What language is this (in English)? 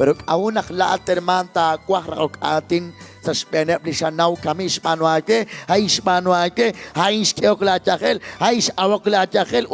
Kekchí